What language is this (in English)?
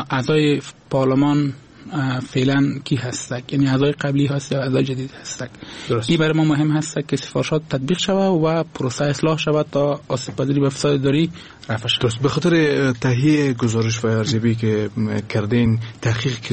Persian